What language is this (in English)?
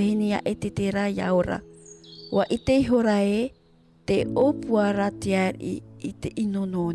Tahitian